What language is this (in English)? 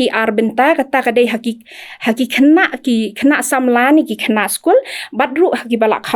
Khasi